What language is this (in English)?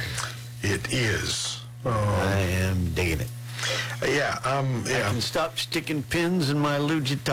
English